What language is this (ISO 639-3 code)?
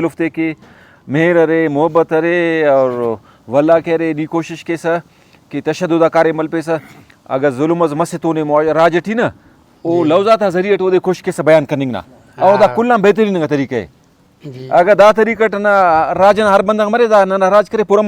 brh